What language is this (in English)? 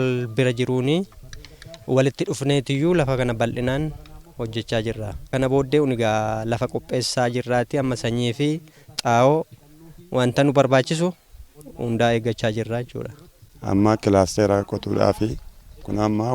Oromo